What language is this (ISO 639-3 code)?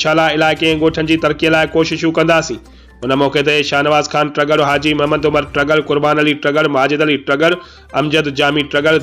snd